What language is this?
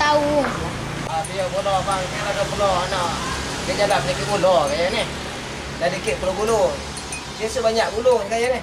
Minangkabau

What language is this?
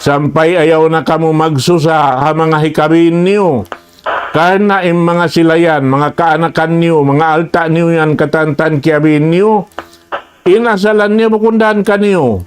Tausug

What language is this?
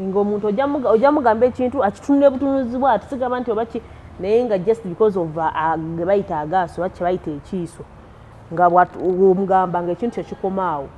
Ganda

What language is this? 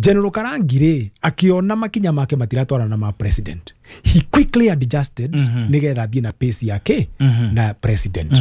Kikuyu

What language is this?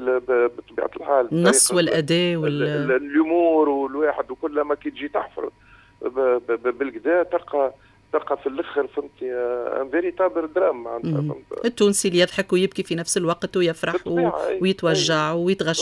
Tunisian Arabic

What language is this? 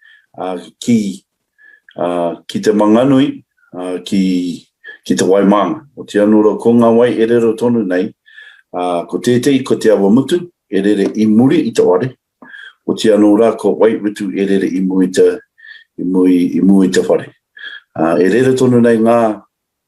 Māori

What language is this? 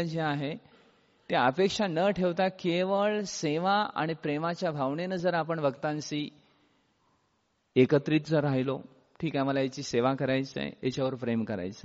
Marathi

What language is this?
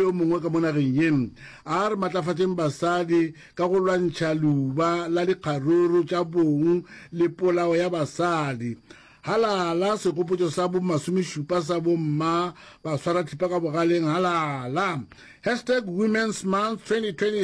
Northern Sotho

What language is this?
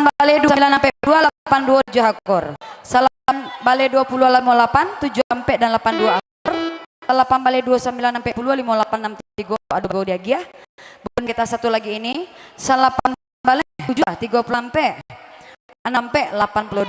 Minangkabau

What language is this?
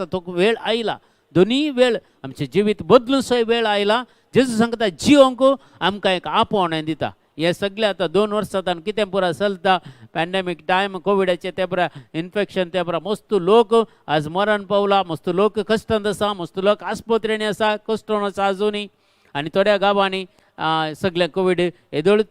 Konkani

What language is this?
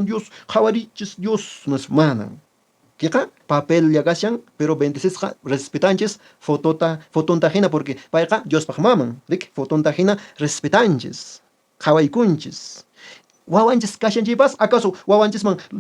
Quechua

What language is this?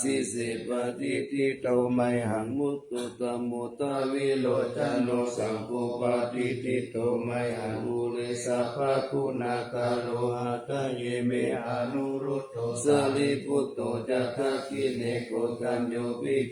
Pali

